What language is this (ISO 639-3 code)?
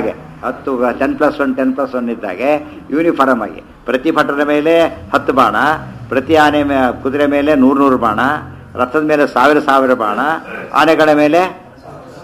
kan